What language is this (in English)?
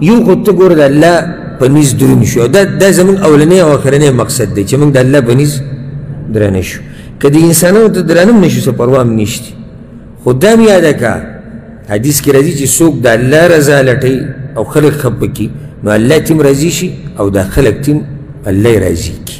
Pashto